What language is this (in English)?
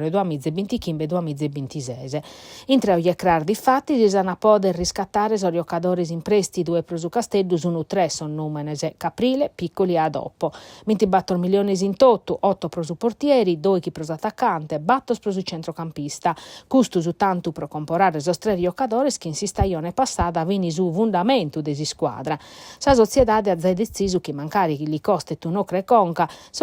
Sardinian